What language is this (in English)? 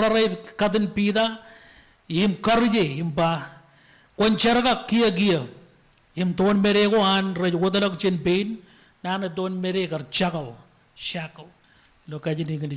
Marshallese